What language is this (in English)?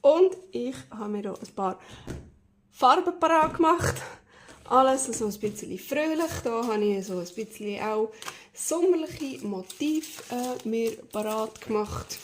Swiss German